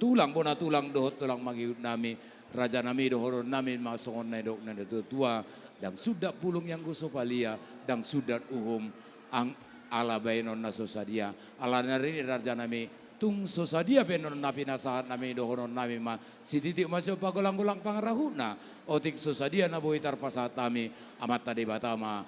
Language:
Batak Toba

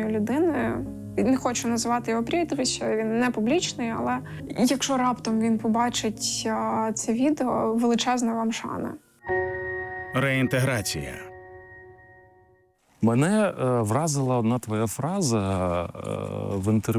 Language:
Ukrainian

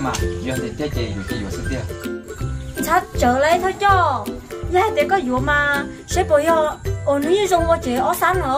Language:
Hmong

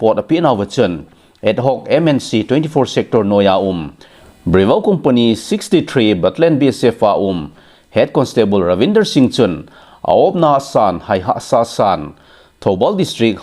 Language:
Thado Chin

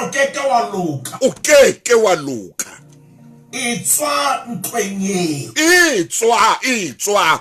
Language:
Southern Sotho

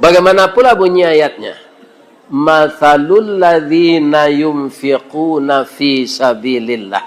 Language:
Minangkabau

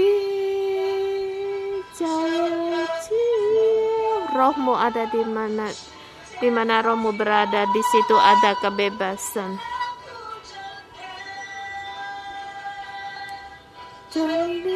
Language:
Indonesian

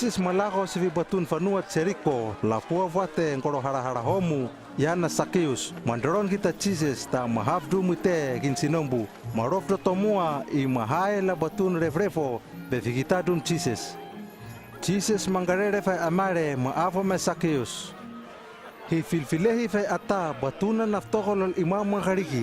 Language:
Hano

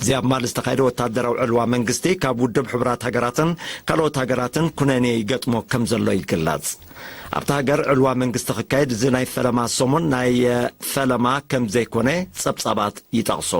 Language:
Tigrinya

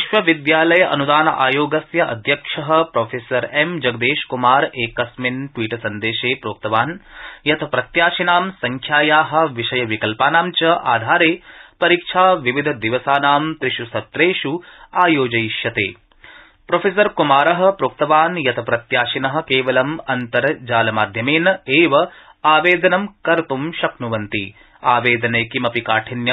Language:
Sanskrit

